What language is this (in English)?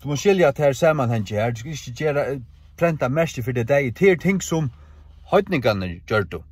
Faroese